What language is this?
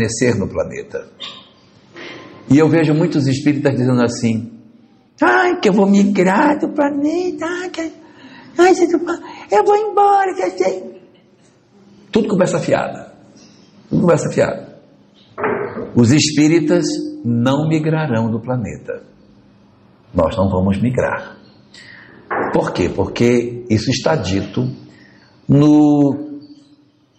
Portuguese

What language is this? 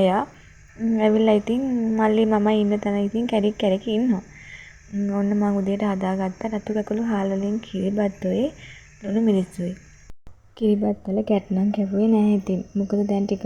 Sinhala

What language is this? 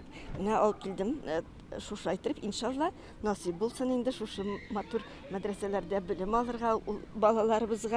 Tatar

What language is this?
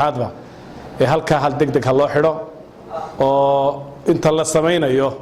Somali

